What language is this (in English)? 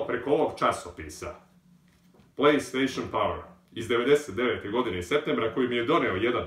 Serbian